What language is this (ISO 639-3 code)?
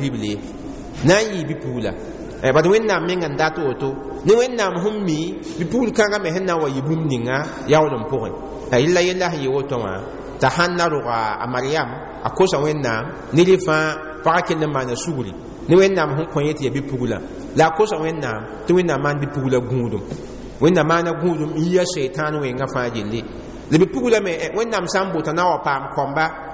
mos